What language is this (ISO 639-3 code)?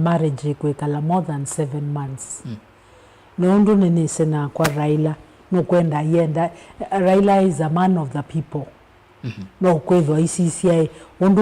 kam